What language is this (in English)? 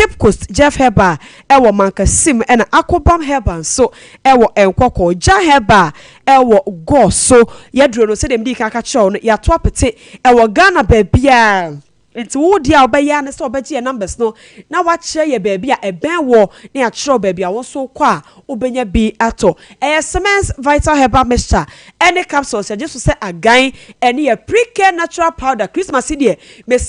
Akan